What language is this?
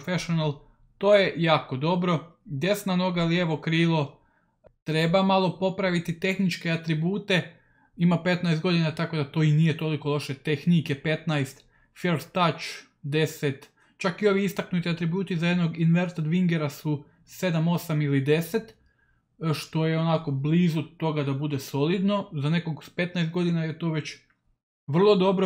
Croatian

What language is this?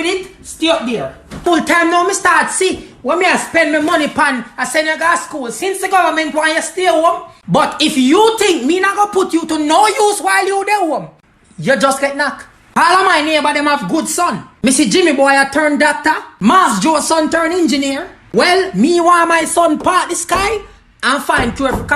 Jamaican Creole English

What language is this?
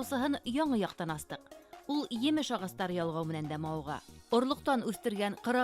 Bashkir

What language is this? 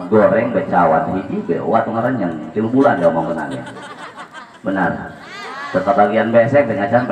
Sundanese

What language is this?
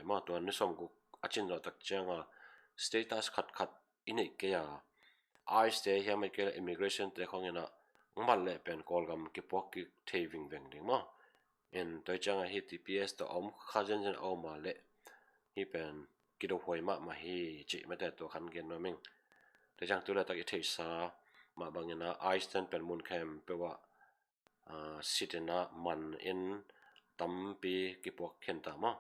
Tedim Chin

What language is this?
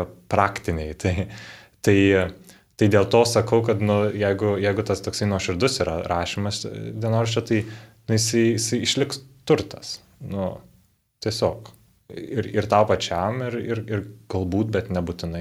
Lithuanian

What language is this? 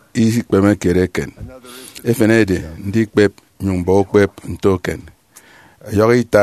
Efik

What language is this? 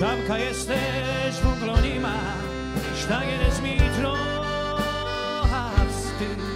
Silesian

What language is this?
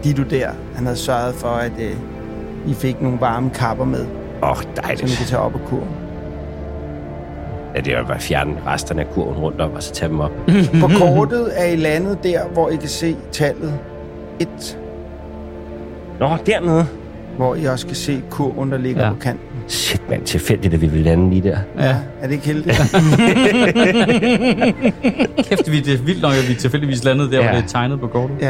Danish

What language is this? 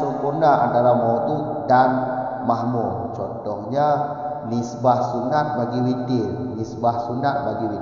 Malay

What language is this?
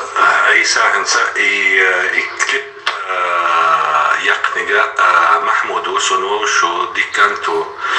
Chechen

